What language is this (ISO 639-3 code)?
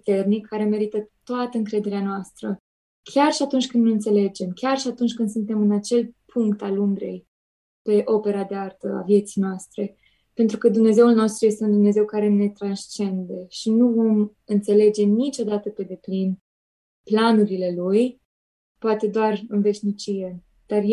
ron